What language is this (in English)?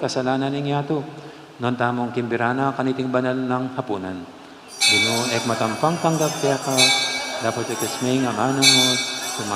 Pampanga